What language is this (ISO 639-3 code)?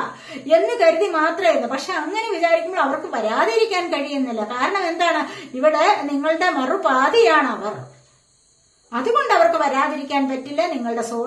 mal